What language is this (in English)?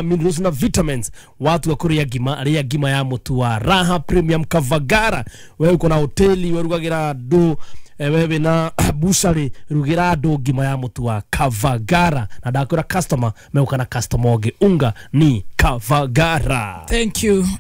Kikuyu